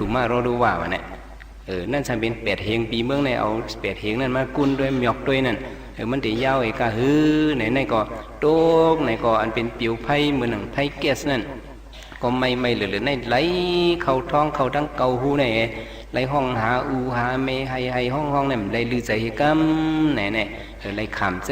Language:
Shan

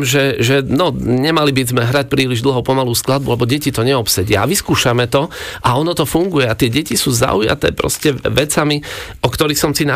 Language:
Slovak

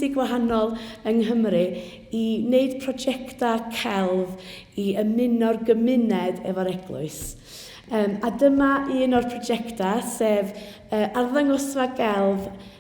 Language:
Welsh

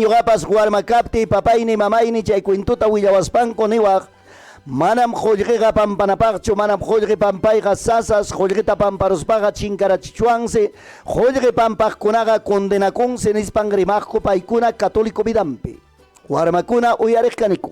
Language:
Ayacucho Quechua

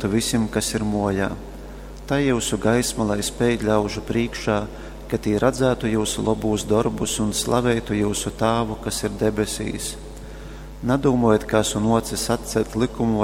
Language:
Latgalian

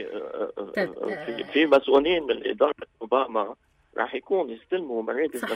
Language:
North Levantine Arabic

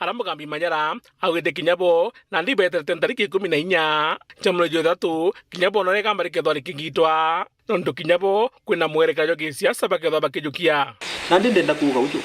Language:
Meru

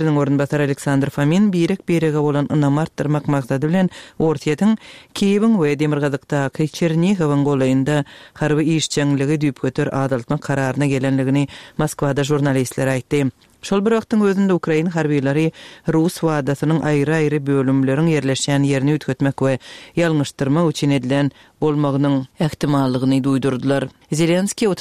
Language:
Turkmen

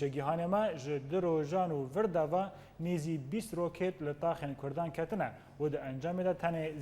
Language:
Kurdish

